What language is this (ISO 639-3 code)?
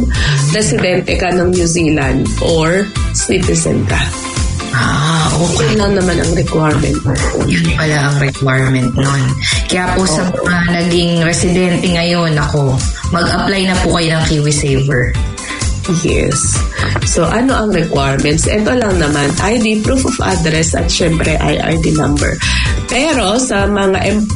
fil